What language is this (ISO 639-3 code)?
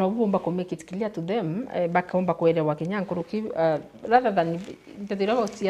mer